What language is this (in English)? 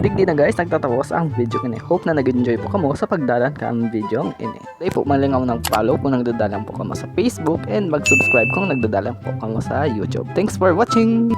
Bikol